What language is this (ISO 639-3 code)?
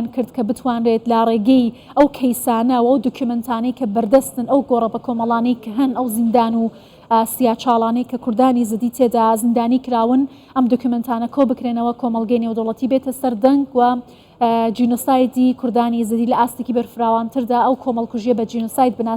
ckb